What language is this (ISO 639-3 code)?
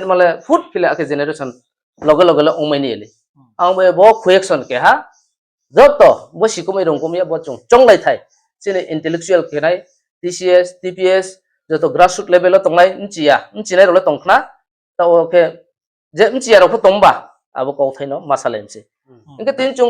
ria